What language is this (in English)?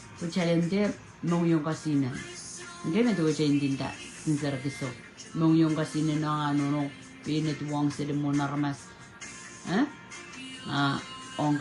Pohnpeian